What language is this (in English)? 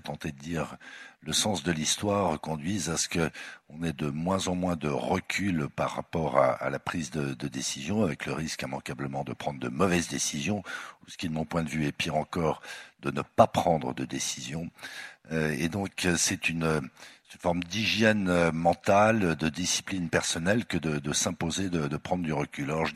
French